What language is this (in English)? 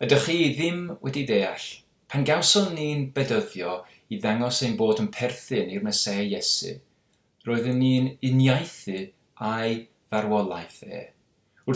Welsh